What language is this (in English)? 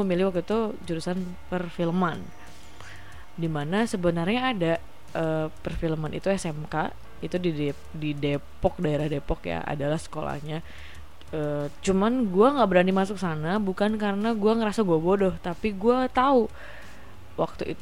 Indonesian